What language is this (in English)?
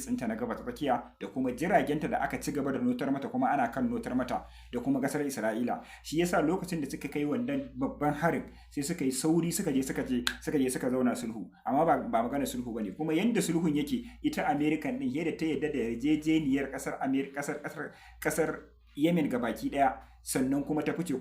Hausa